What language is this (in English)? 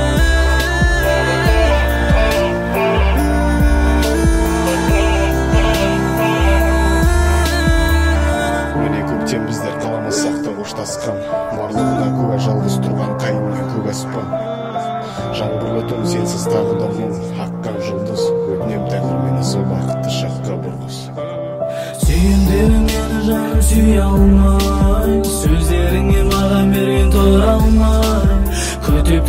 Kazakh